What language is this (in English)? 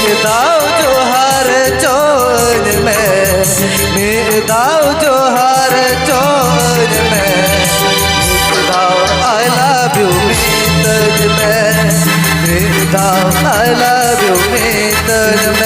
Santali